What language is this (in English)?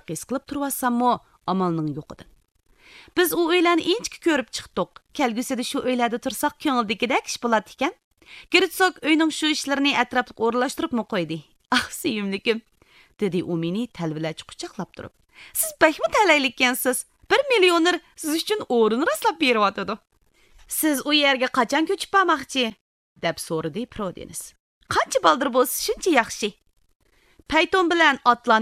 Uyghur